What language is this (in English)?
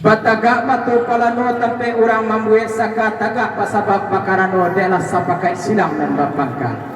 Minangkabau